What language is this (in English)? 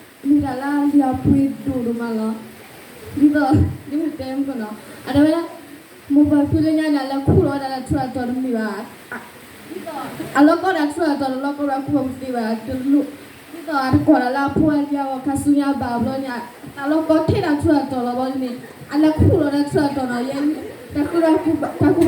S'gaw Karen